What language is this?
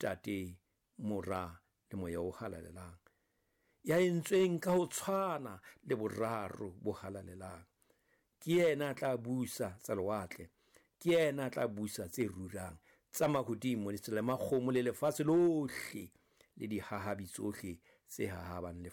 Southern Sotho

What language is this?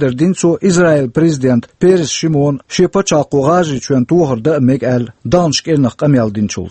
Chechen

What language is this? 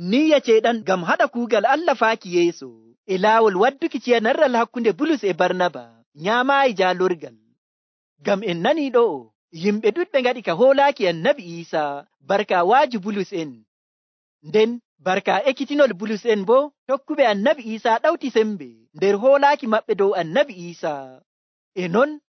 Nigerian Fulfulde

